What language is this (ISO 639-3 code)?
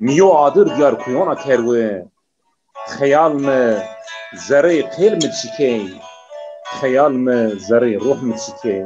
zza